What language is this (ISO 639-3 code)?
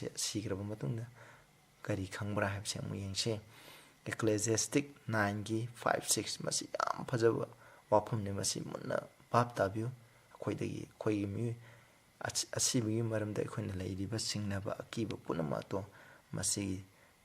mni